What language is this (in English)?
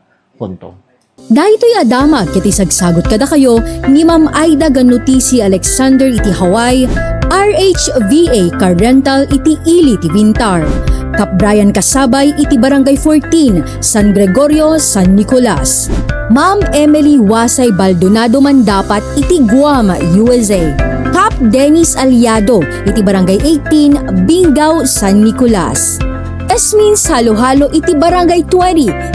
Iloko